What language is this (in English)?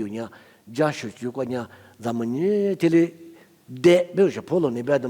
Lisu